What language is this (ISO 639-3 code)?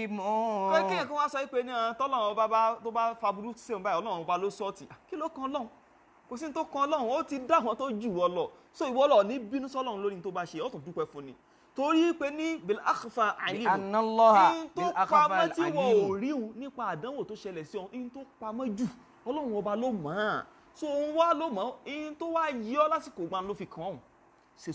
yor